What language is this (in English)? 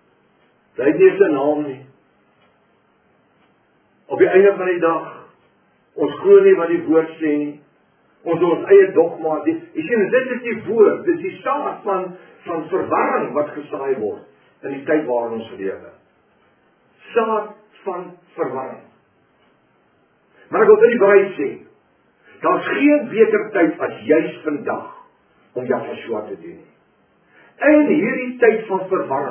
Afrikaans